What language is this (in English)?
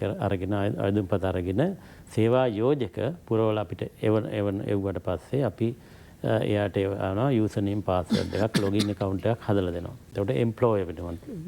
Sinhala